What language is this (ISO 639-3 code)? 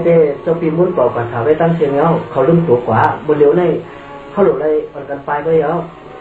shn